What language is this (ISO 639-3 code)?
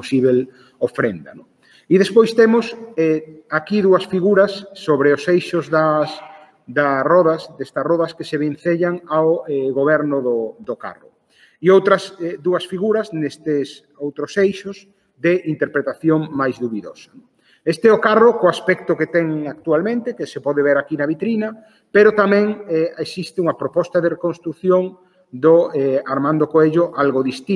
glg